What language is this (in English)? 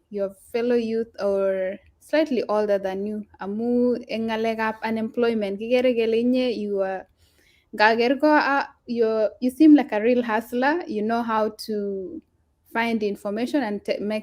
Kalenjin